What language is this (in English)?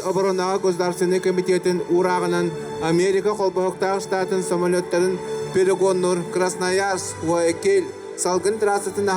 Yakut